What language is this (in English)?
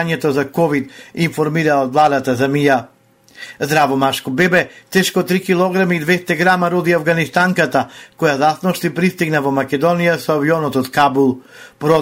Macedonian